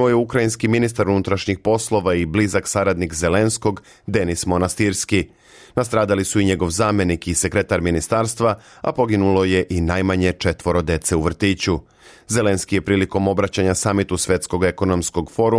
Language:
Serbian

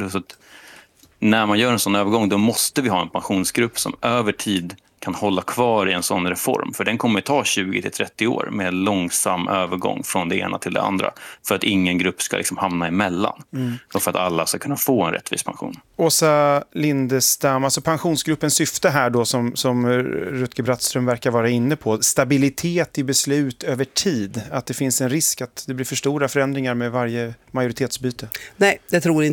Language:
Swedish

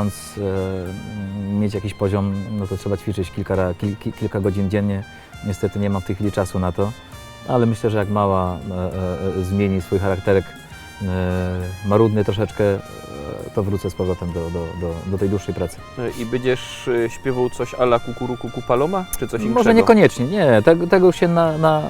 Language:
Silesian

